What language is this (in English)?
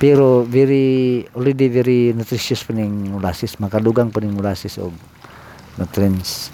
Cebuano